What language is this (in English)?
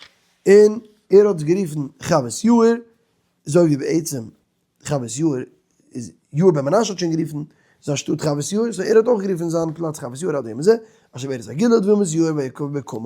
Yiddish